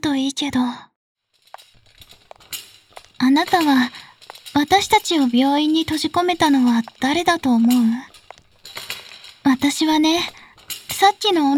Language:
Japanese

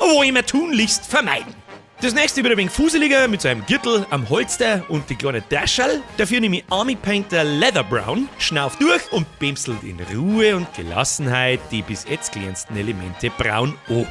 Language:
Bavarian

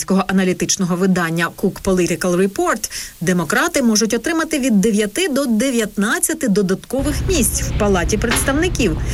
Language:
Ukrainian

